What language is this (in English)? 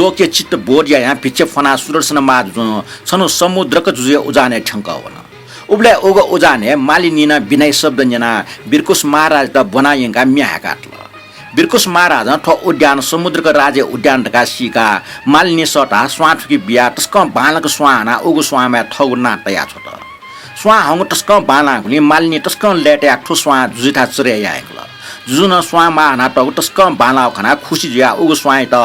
Newari